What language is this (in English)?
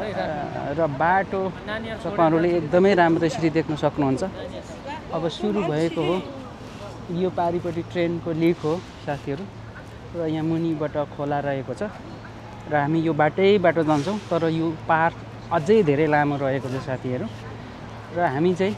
Nepali